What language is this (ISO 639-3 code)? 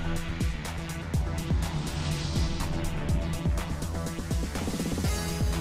por